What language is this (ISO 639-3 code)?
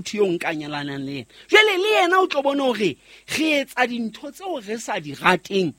sot